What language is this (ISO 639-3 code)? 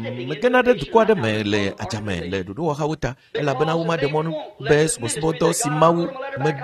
ewe